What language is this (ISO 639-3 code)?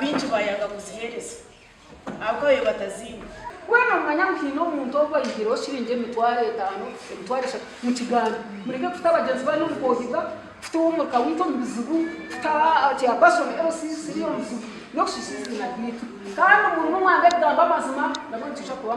nyn